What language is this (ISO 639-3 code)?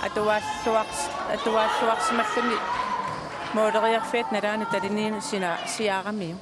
kal